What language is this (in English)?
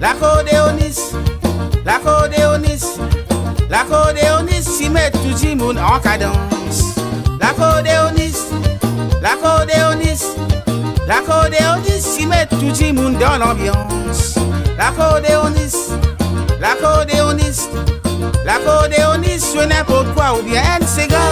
Réunion Creole French